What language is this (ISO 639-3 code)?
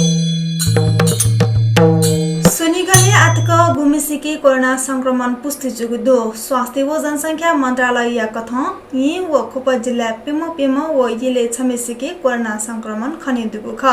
new